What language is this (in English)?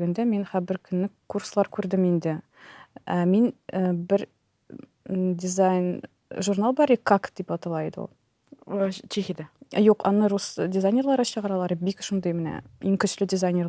Tatar